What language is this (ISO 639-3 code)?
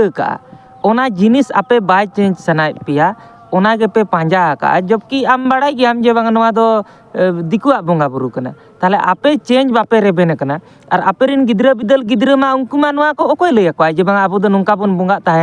sat